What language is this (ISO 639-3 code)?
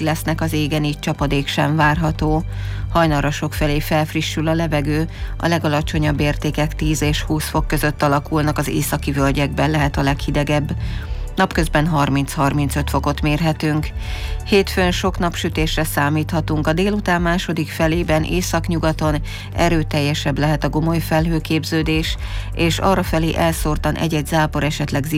hun